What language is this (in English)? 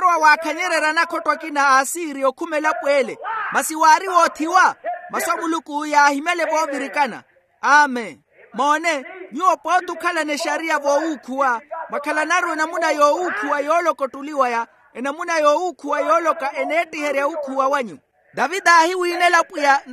Makhuwa